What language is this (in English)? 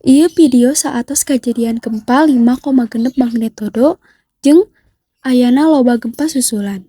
Sundanese